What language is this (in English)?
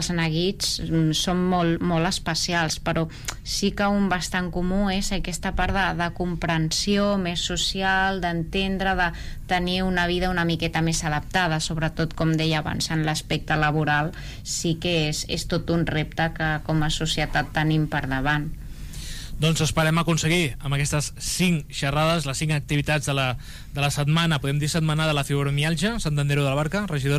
Catalan